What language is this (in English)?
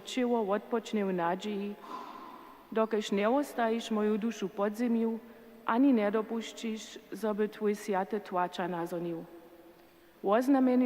Upper Sorbian